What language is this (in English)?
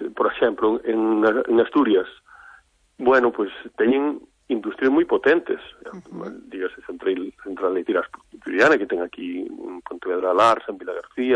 Galician